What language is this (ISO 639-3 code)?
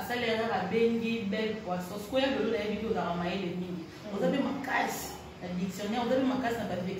lin